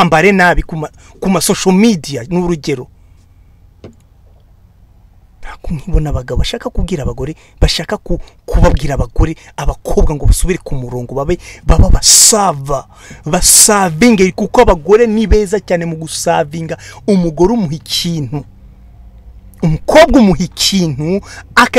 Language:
Kinyarwanda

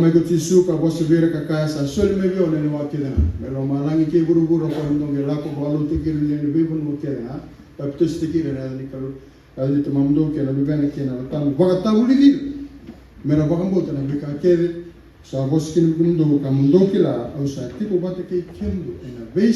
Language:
Fijian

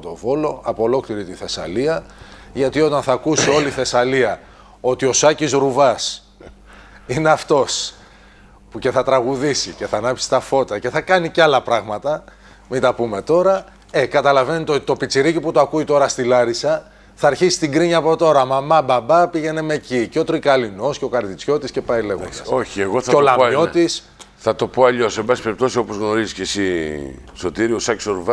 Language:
Greek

